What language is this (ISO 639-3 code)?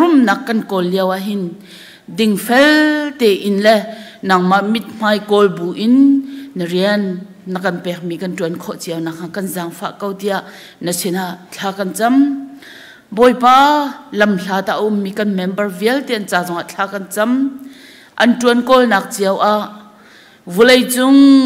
cnh